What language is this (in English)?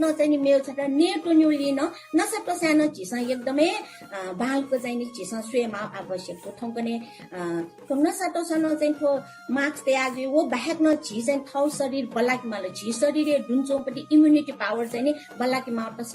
Newari